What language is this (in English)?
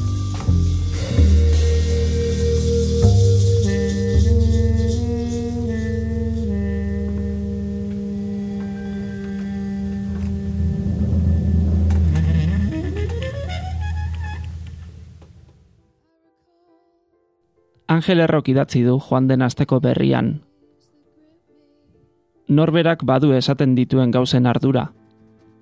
Basque